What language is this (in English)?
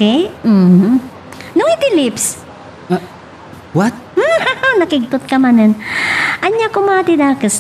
Iloko